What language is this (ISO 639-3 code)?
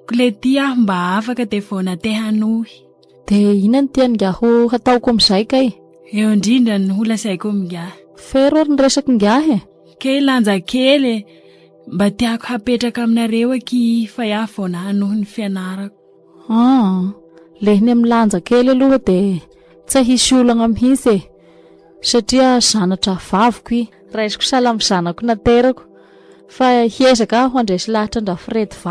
mlg